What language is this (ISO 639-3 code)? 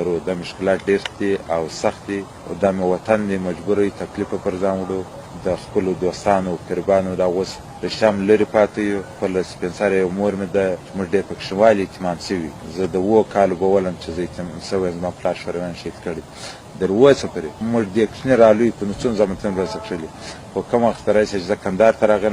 pus